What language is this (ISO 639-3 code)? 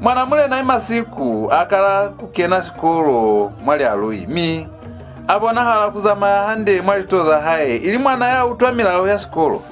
loz